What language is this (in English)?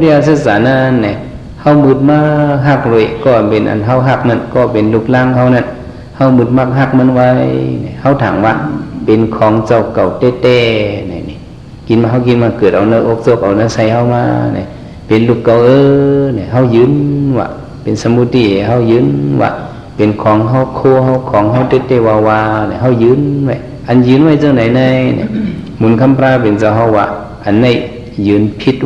Shan